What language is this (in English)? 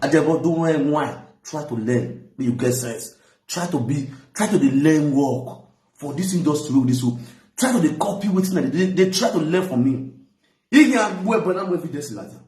Nigerian Pidgin